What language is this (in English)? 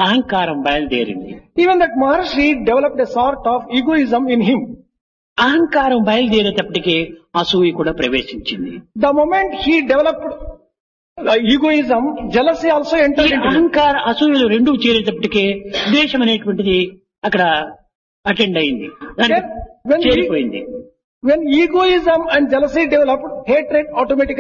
Telugu